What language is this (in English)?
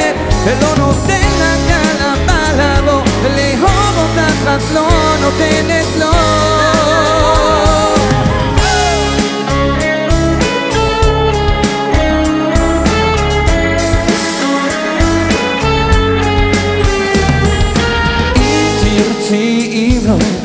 Hebrew